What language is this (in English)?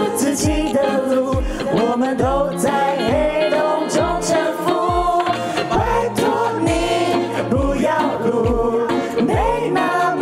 Chinese